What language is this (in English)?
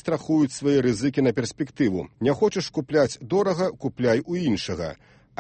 Belarusian